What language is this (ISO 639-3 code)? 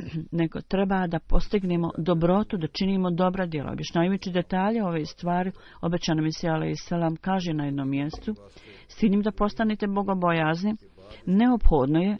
bos